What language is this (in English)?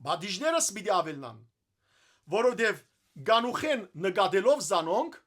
Western Armenian